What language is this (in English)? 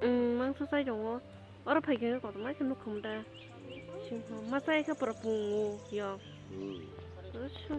Kok Borok